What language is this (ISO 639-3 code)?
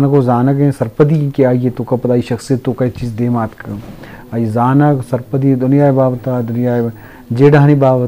bgp